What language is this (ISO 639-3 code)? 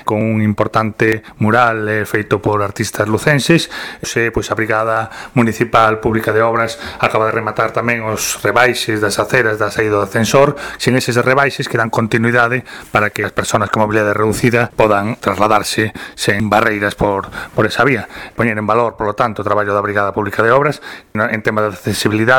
glg